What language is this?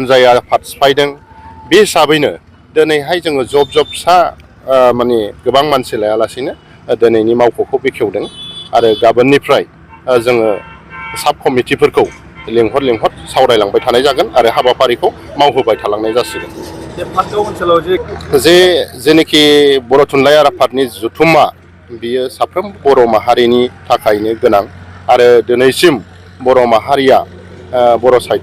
Bodo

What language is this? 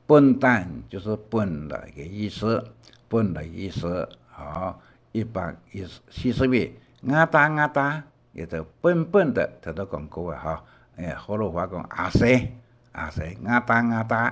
Hakka Chinese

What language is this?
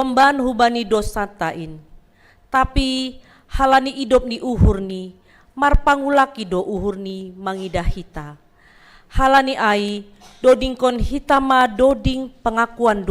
Batak Simalungun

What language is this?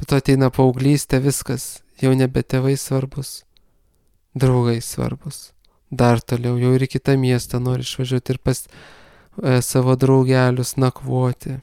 Lithuanian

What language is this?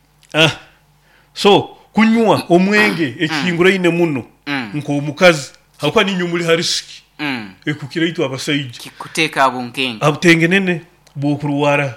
Nyoro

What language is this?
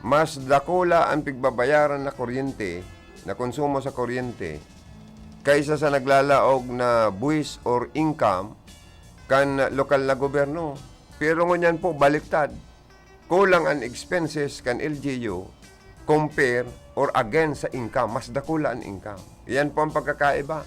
Bikol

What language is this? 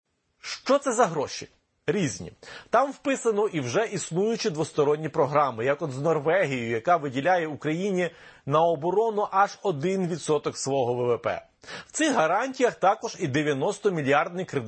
Ukrainian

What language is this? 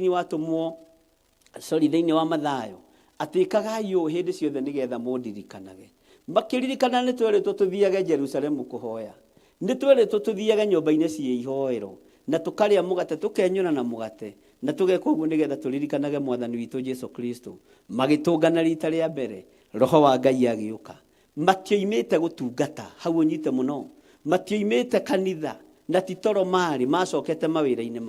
Kikuyu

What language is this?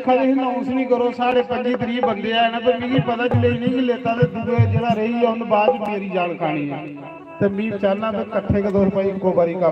Dogri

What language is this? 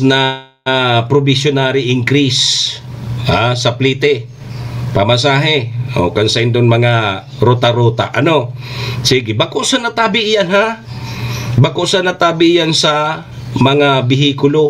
Bikol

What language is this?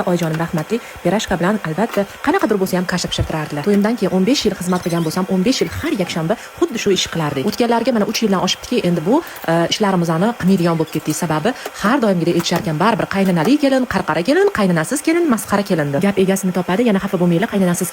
Uzbek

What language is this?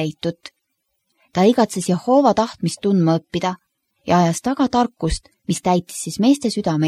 Estonian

